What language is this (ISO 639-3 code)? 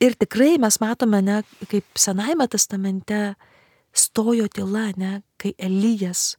lit